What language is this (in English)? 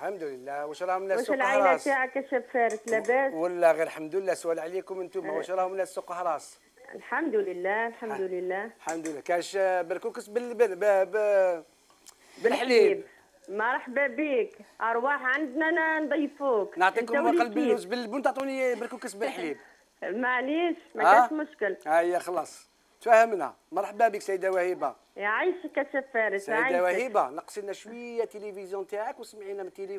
Algerian Arabic